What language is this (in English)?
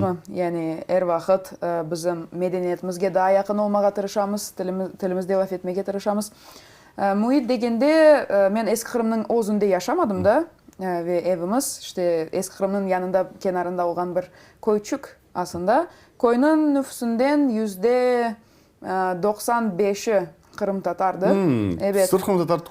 Crimean Tatar